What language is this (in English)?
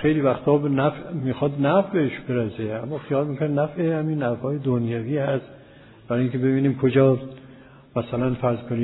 Persian